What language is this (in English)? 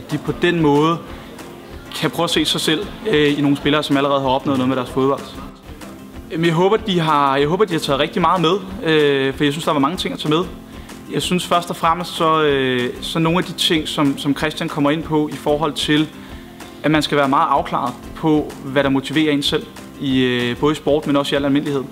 Danish